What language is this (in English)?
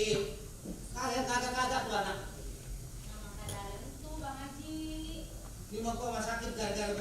Betawi